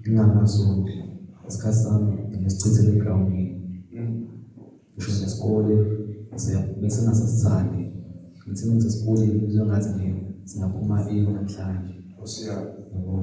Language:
Zulu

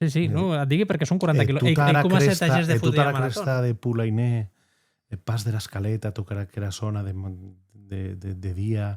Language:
Occitan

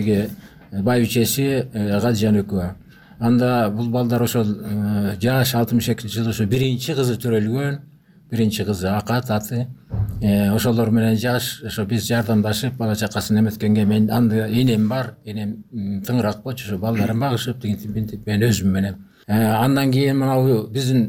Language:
Kyrgyz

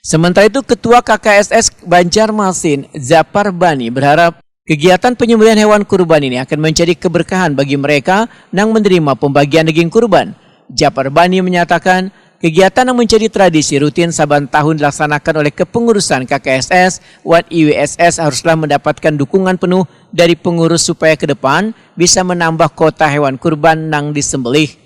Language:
Banjar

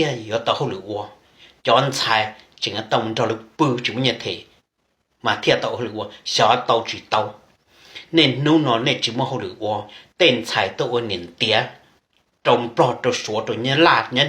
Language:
Hmong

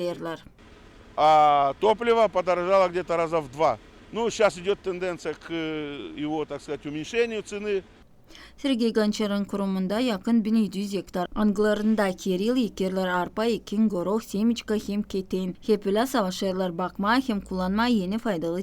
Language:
Gagauz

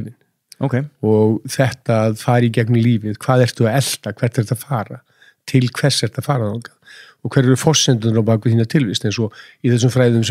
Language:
Icelandic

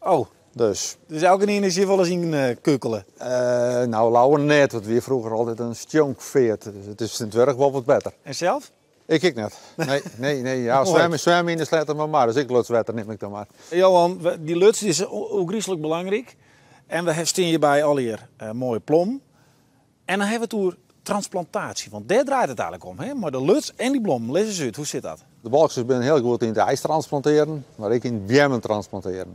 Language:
Western Frisian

